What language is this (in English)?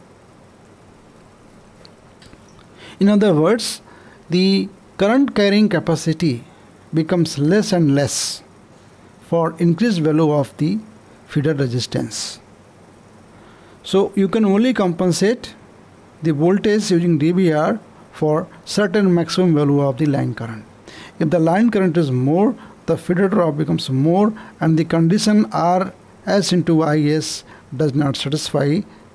English